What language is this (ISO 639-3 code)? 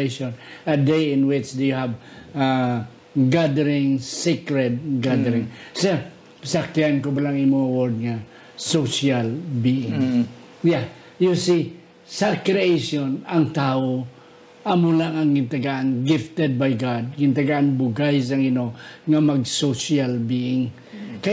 hil